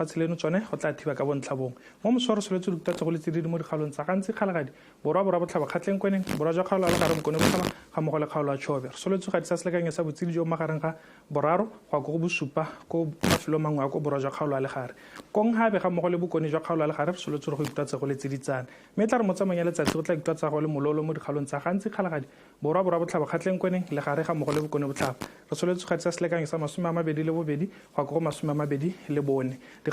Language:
Tswana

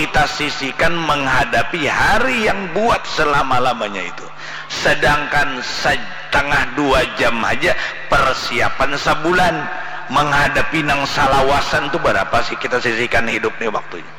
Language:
Banjar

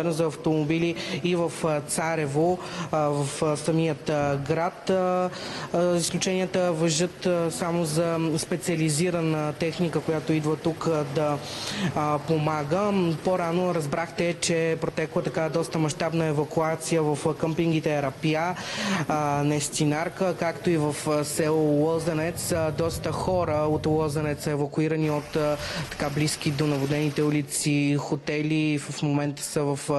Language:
Bulgarian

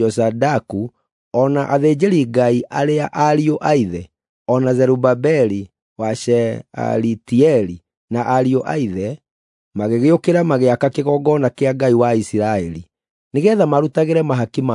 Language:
Kikuyu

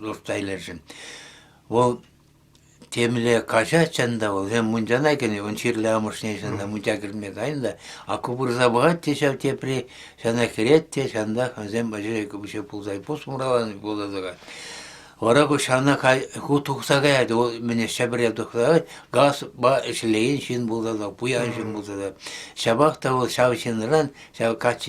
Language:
Chuvash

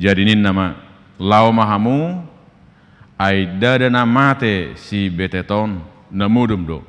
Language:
Batak Toba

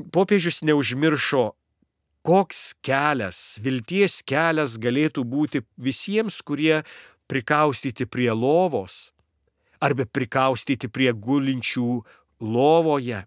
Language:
Lithuanian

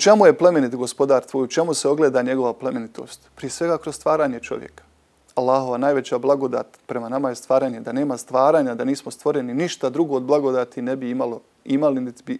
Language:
Bosnian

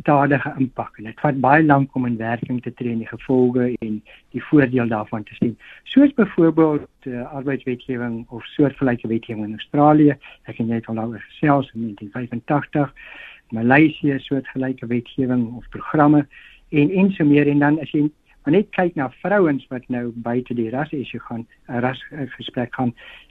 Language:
Afrikaans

